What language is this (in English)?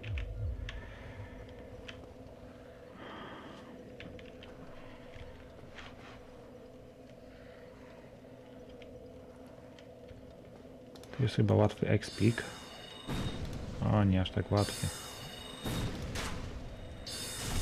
Polish